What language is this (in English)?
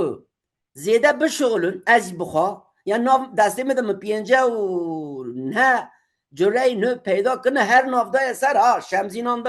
Kurdish